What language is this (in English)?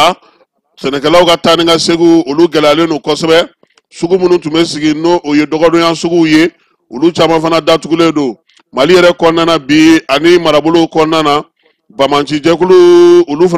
Bambara